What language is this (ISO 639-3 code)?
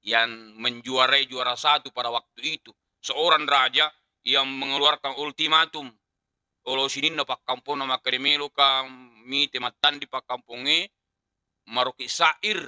bug